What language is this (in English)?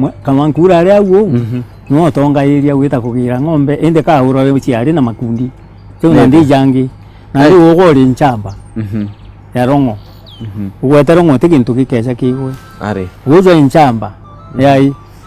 Meru